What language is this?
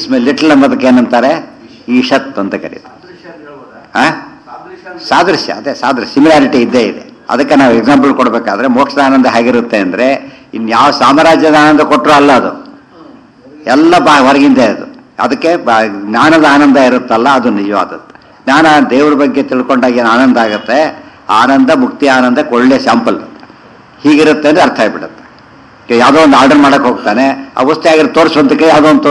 Kannada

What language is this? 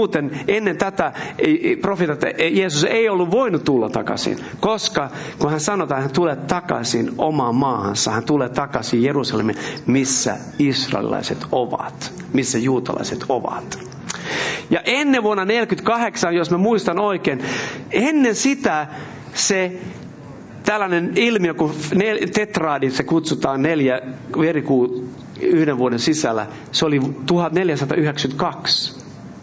Finnish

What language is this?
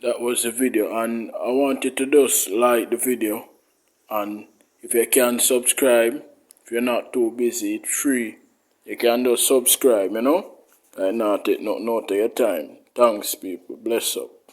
Jamaican Creole English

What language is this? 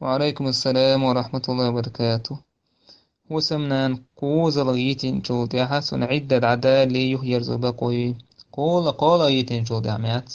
Chechen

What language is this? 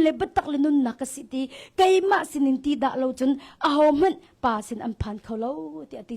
Hakha Chin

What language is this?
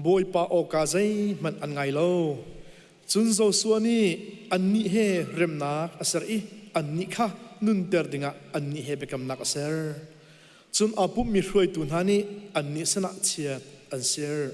Hakha Chin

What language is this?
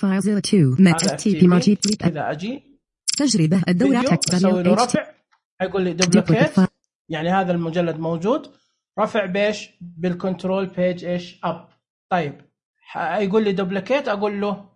Najdi Arabic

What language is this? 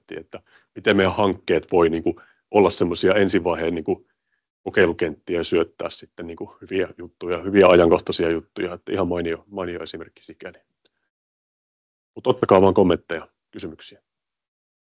Finnish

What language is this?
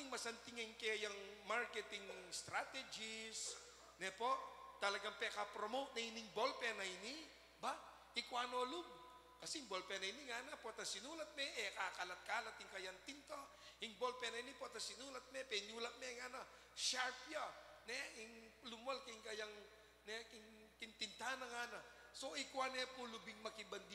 Pampanga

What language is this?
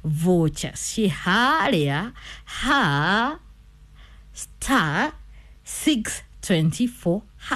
Kikuyu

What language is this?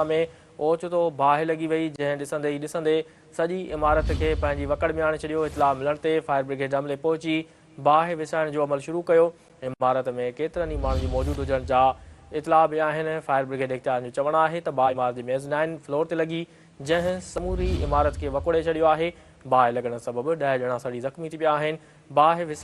Sindhi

